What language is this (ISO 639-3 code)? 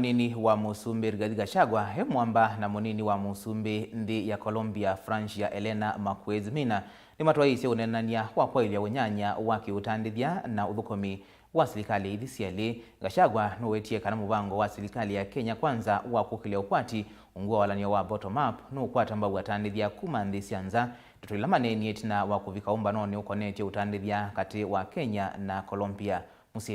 kam